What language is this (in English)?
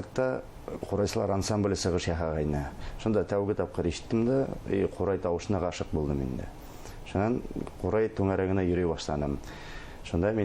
Bashkir